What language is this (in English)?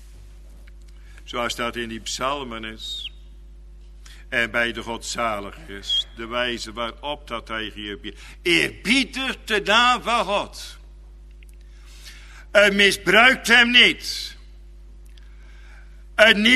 Dutch